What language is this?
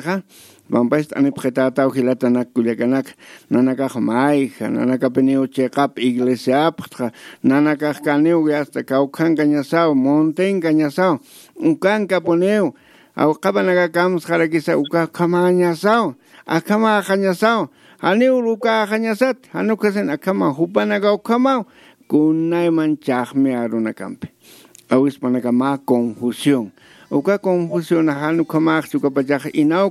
Aymara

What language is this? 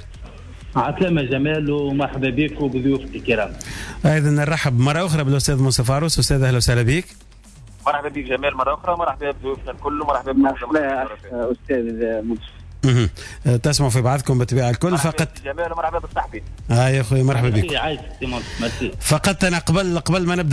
Tunisian Arabic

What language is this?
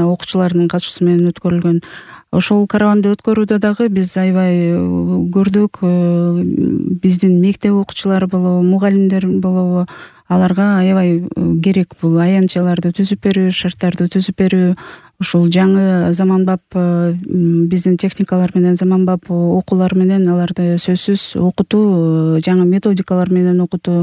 Kyrgyz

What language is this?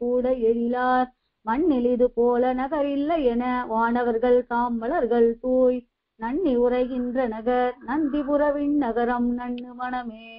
Tamil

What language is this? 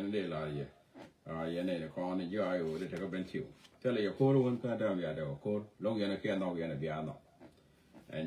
Nuer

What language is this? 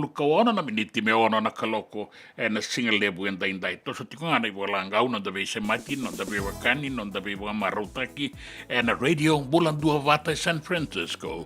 Fijian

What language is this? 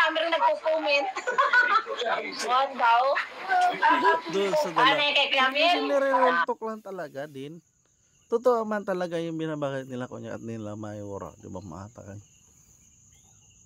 Filipino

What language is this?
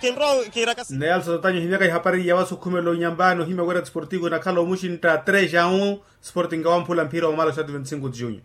Makhuwa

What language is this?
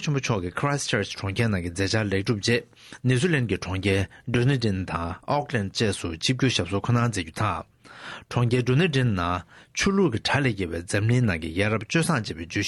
Tibetan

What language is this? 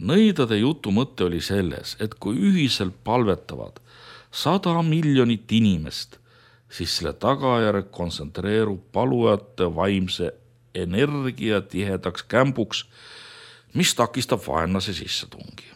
Estonian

